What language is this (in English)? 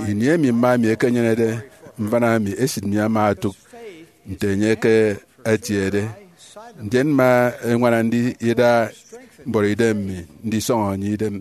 Efik